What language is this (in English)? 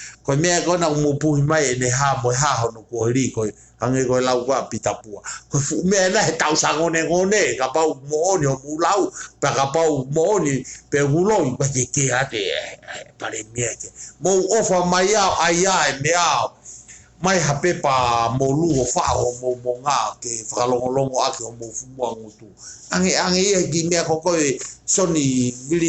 Tongan